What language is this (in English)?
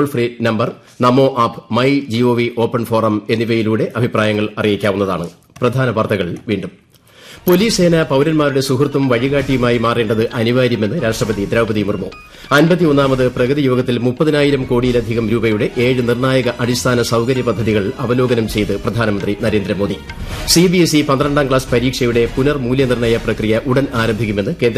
Malayalam